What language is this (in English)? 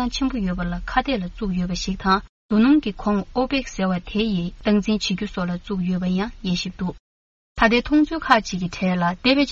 Tibetan